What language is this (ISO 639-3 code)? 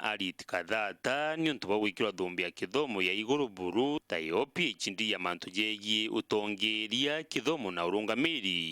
mer